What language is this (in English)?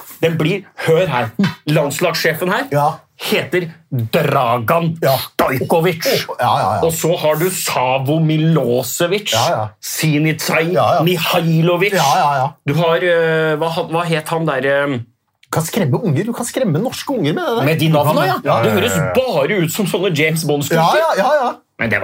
Norwegian